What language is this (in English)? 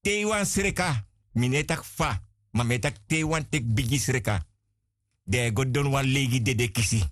Sranan Tongo